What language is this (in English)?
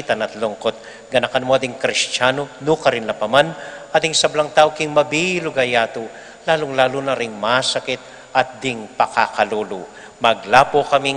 Pampanga